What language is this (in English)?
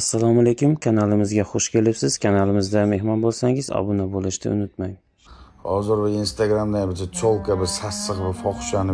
Uzbek